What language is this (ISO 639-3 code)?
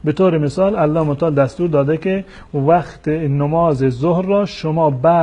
tgk